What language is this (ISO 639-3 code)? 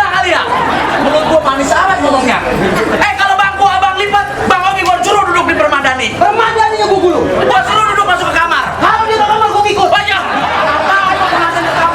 bew